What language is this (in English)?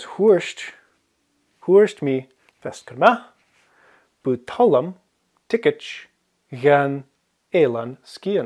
Scottish Gaelic